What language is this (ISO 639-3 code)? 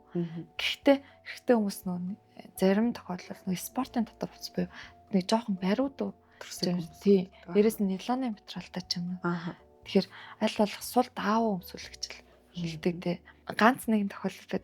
mon